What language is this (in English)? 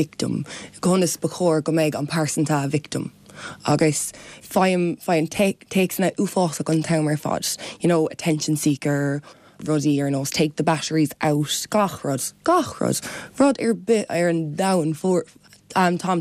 Irish